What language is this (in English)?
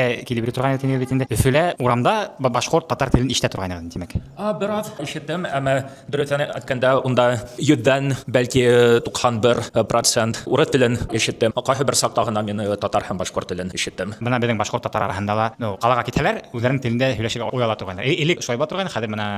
Bashkir